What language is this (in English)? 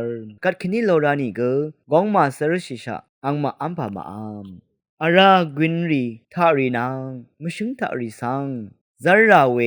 Rawang